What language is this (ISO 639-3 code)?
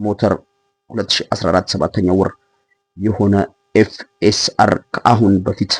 amh